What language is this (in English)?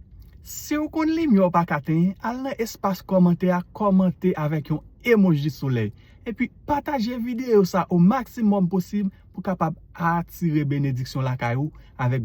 Haitian Creole